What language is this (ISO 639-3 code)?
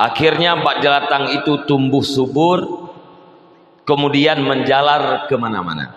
ace